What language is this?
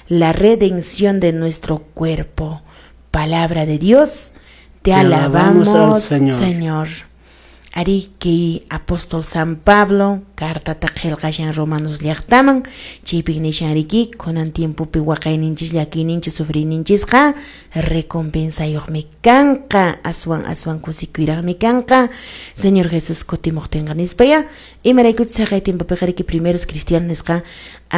Quechua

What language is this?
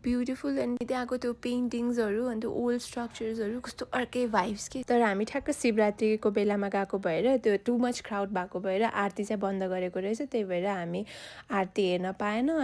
Nepali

